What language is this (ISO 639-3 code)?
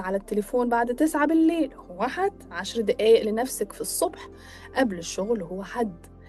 arz